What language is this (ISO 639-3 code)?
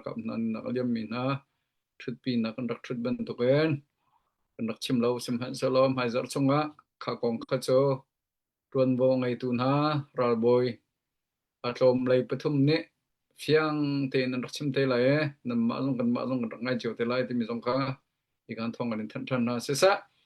cnh